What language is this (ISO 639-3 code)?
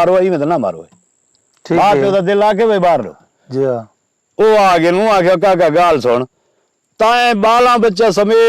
skr